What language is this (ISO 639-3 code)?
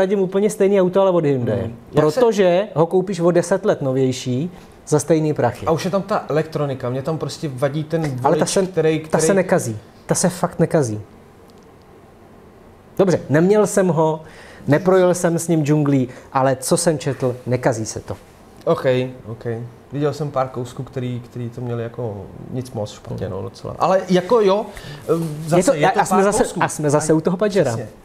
ces